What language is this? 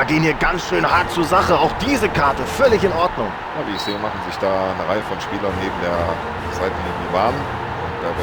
Bavarian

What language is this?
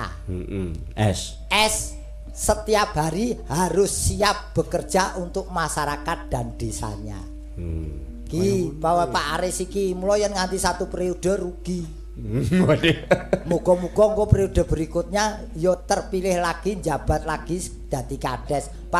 Javanese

